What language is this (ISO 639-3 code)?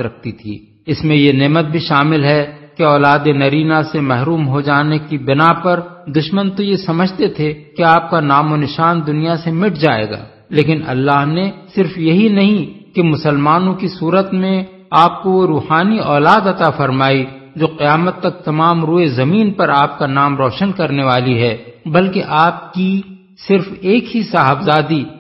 urd